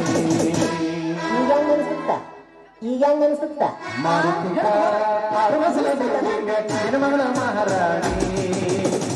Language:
Kannada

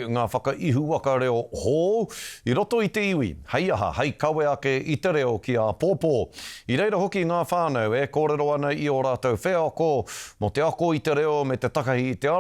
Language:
Māori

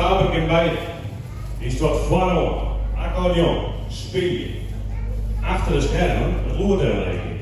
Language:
Western Frisian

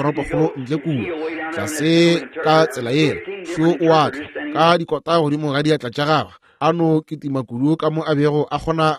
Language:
Northern Sotho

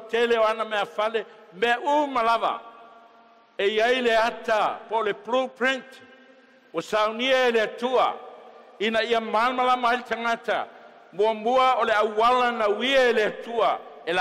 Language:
Samoan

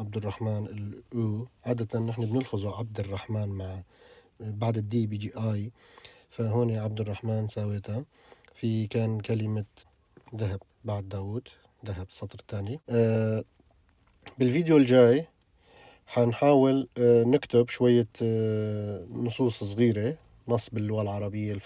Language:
North Levantine Arabic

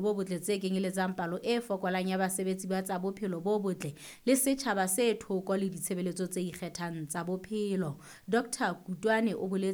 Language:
Southern Sotho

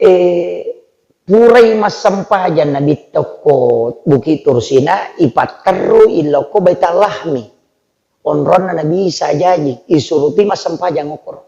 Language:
Buginese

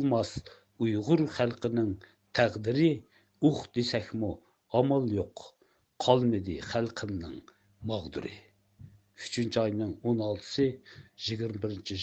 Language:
Uyghur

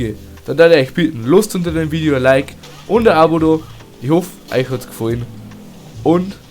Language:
Bavarian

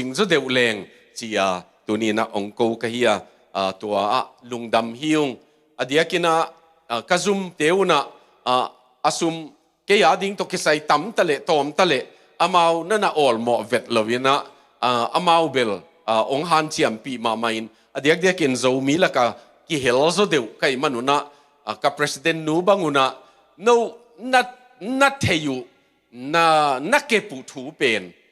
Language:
Tedim Chin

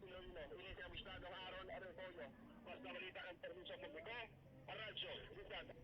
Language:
Hiligaynon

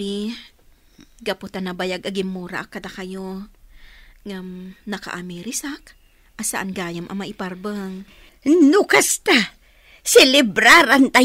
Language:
Iloko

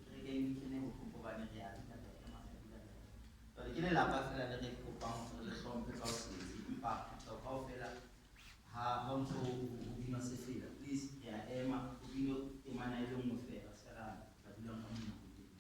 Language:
Southern Sotho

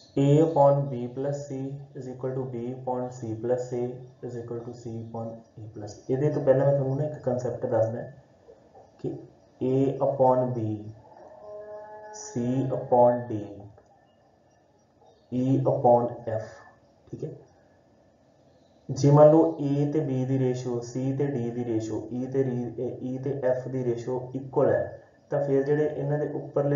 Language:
Punjabi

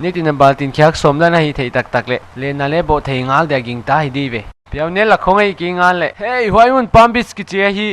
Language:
Paite Chin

